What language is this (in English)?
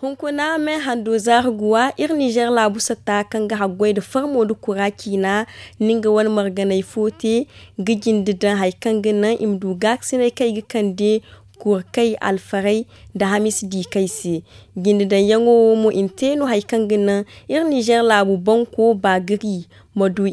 Zarma